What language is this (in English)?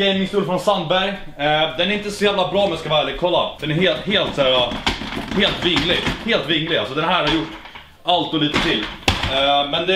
Swedish